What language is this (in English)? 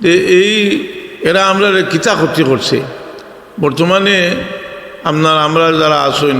Sylheti